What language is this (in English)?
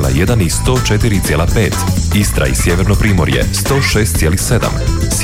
Croatian